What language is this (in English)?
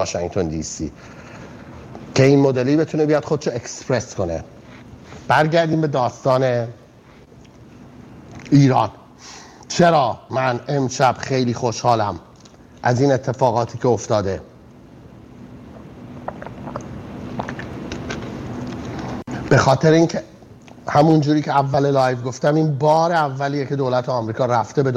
Persian